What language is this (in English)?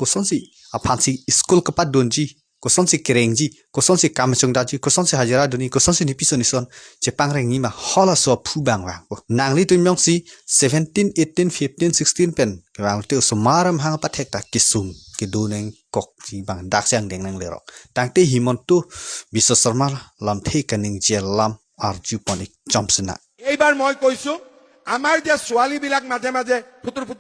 Karbi